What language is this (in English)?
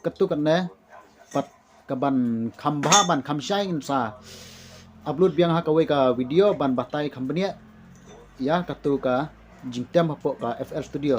Khasi